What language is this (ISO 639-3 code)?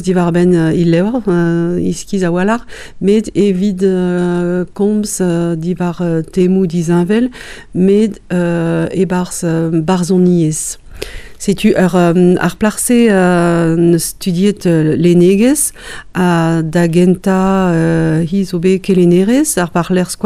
bre